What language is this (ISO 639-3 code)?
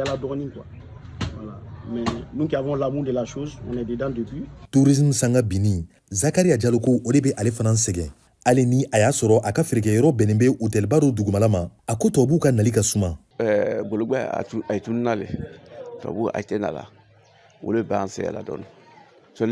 bam